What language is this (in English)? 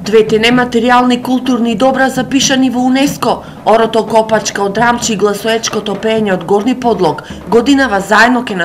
Macedonian